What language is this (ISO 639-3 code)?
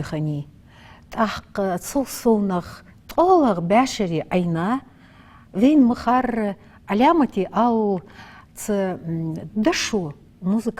inh